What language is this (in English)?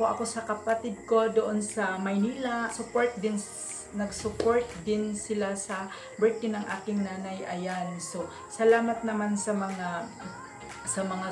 Filipino